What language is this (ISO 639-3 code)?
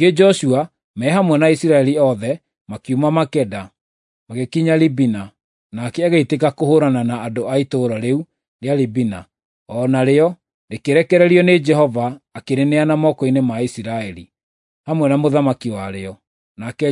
kik